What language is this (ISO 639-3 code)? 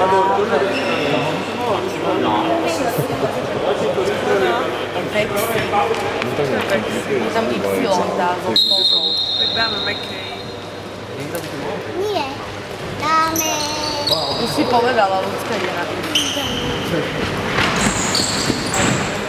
slk